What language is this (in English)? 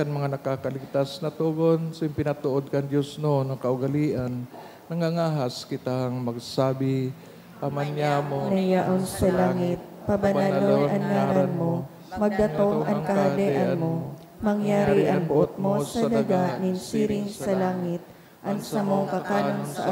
Bikol